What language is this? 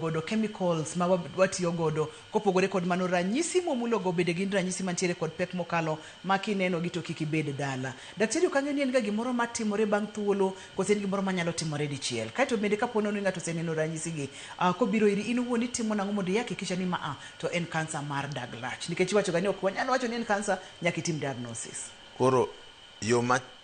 Luo (Kenya and Tanzania)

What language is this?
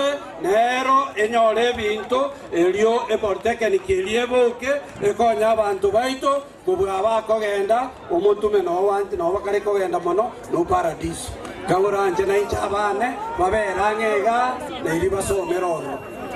Gusii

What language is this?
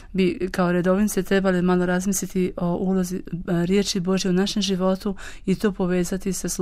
Croatian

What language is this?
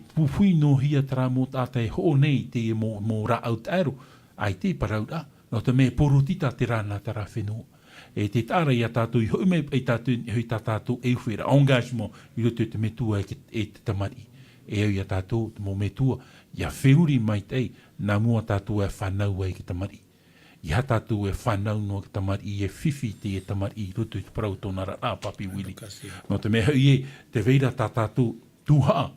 Tahitian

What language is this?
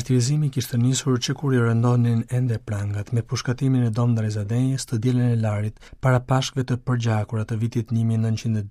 Albanian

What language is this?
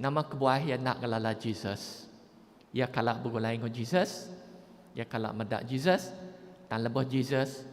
Iban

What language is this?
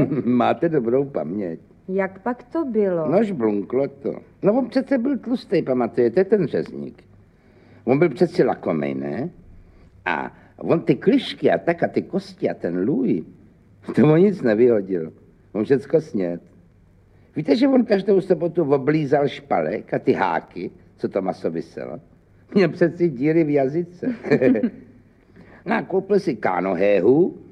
Czech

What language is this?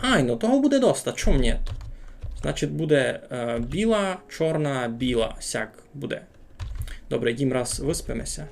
Rusyn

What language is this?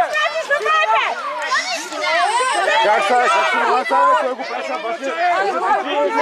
Bulgarian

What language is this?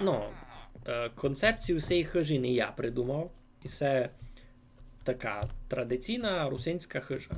Rusyn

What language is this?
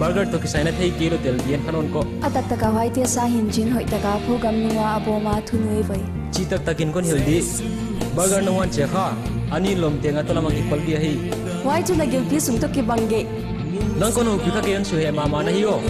Paite Chin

